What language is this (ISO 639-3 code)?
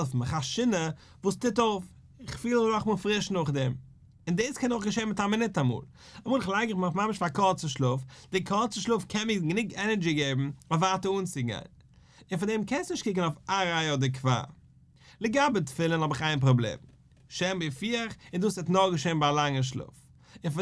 yid